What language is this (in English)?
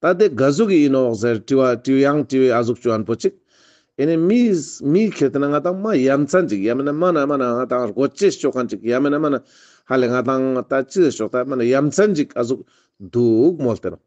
Ladakhi